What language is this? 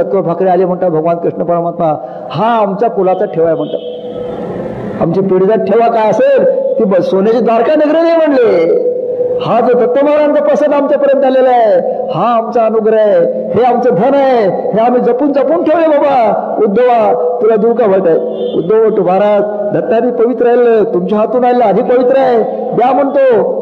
Marathi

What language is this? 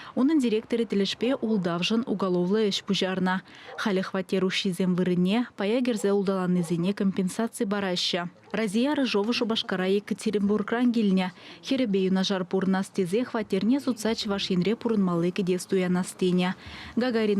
Chuvash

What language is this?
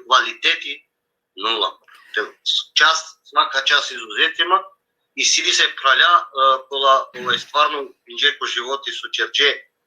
Balkan Romani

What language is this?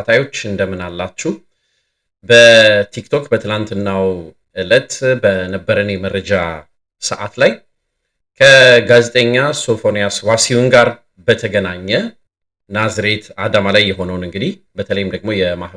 Amharic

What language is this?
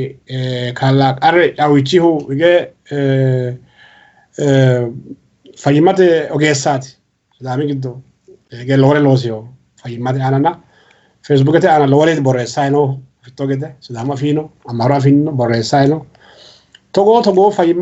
Sidamo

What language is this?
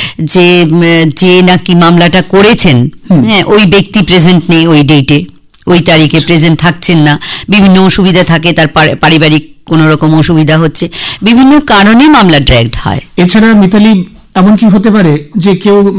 Bangla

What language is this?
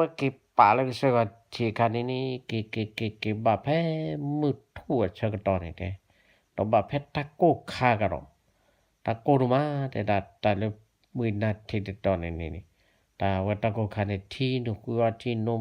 S'gaw Karen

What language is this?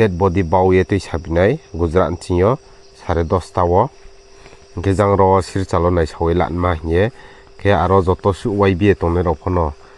Riang (India)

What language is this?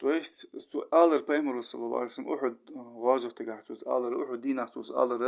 Ingush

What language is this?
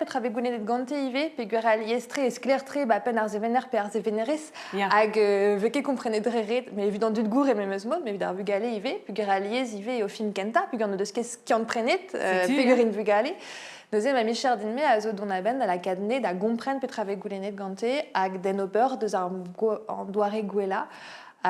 Breton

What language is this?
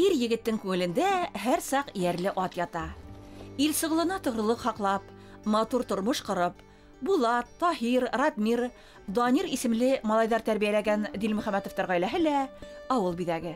Bashkir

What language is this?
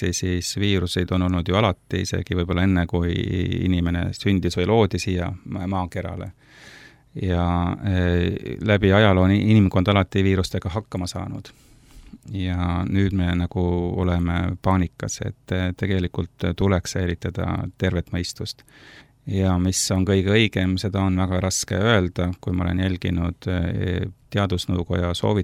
Estonian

